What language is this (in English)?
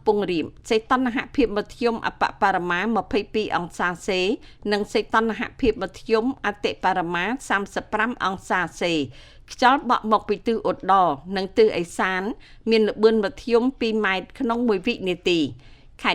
Khmer